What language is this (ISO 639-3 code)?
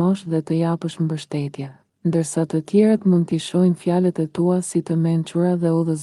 sqi